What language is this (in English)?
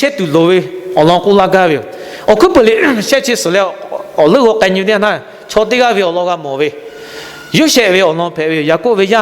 Lahu